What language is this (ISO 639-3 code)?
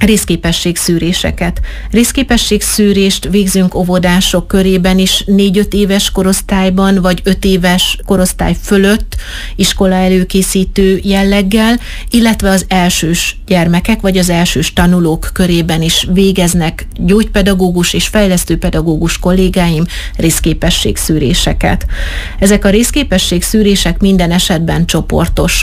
hun